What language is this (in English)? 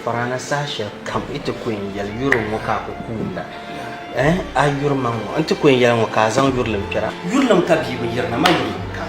Dagbani